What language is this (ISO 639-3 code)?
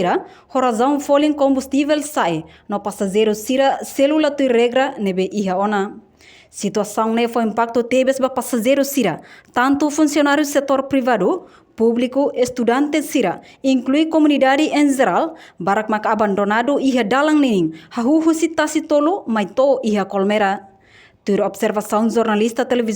tet